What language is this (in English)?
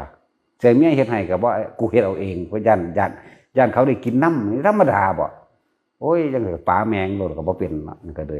Northeastern Thai